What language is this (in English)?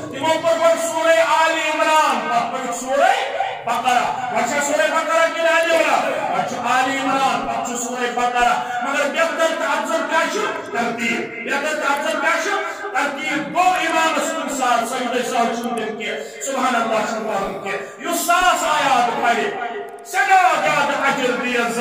Kashmiri